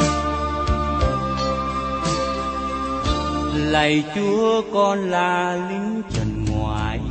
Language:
Vietnamese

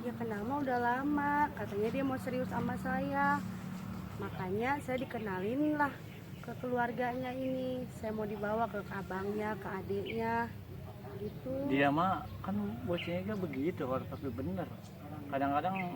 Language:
Betawi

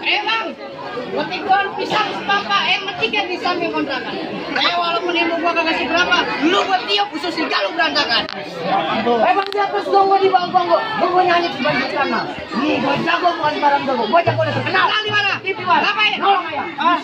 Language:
Betawi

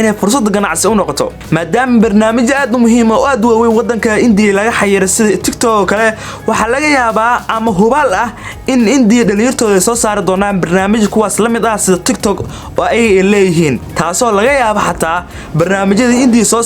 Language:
Somali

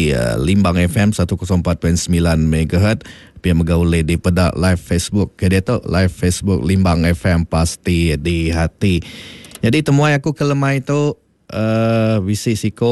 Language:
Iban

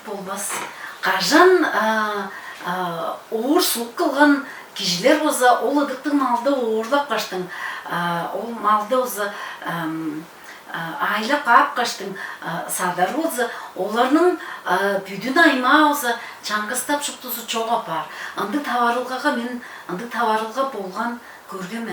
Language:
Tuvinian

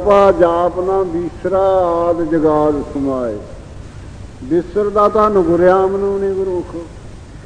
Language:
Punjabi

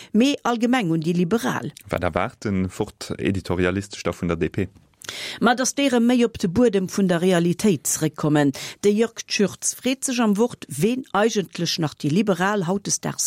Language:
Luxembourgish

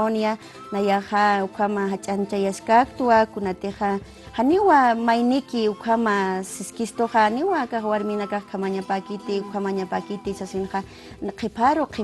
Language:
Aymara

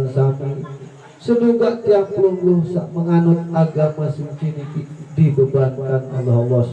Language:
Sasak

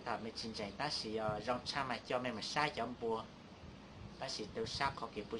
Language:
Hmong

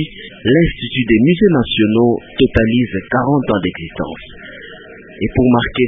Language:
French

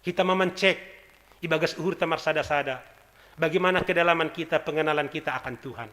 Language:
Batak Simalungun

